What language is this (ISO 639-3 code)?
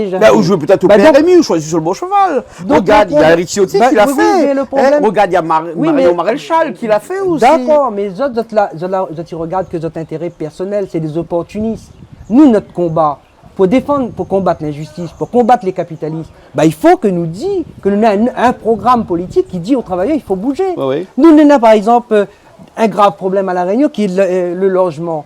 rcf